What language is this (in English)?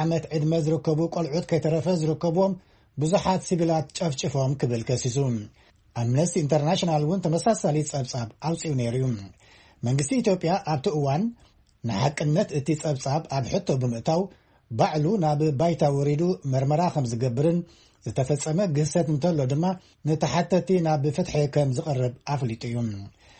Tigrinya